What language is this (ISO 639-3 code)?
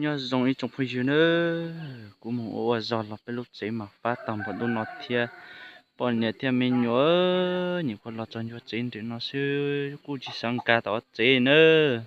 hmn